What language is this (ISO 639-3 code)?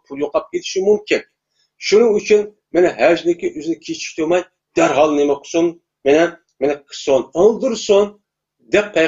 uig